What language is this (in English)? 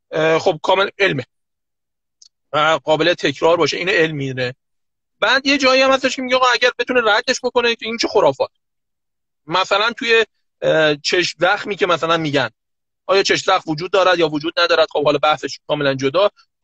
Persian